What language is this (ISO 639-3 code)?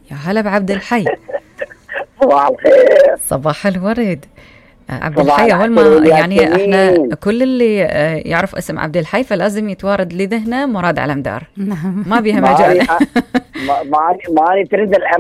acm